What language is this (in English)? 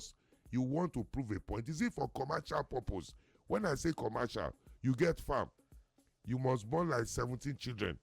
Nigerian Pidgin